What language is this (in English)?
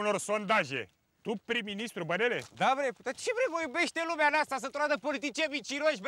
Romanian